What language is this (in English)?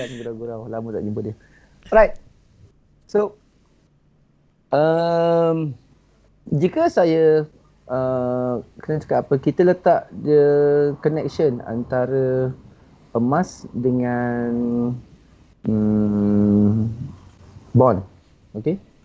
Malay